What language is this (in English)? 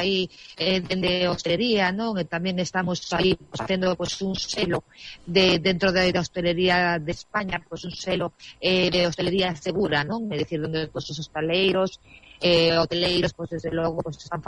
Galician